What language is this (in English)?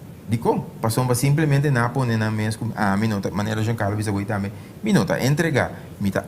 Papiamento